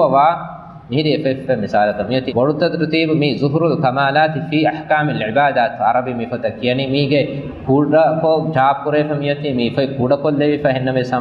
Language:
Divehi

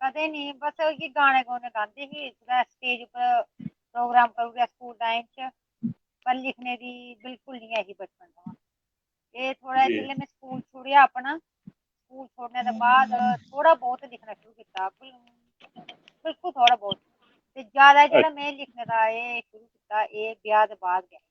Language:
Dogri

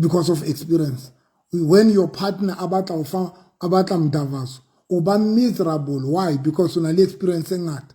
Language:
Southern Sotho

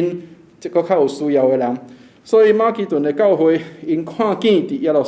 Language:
Min Nan Chinese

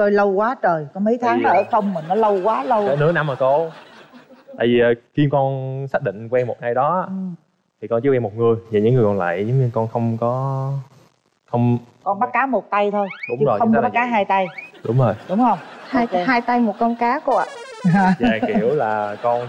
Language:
Vietnamese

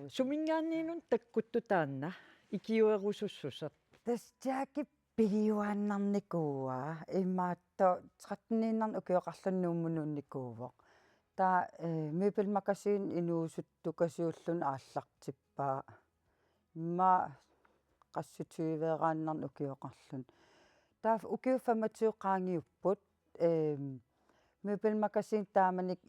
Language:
Kalaallisut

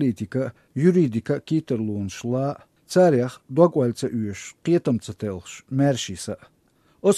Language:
Chechen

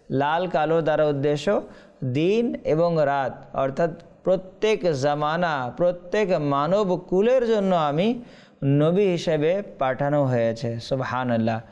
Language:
Bangla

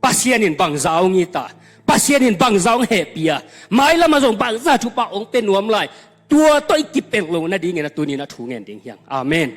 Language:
Tedim Chin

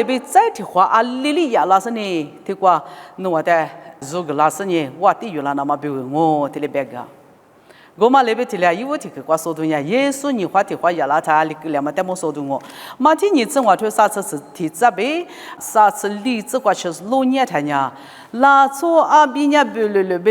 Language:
Lisu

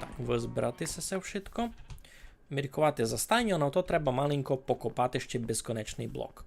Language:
Rusyn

